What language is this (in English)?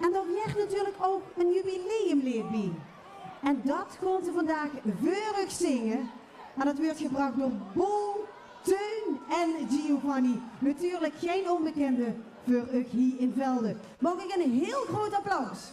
Limburgish